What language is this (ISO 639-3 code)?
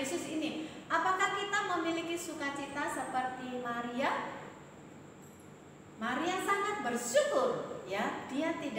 ind